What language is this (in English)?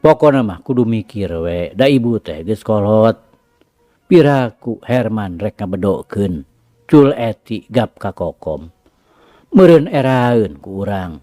Sundanese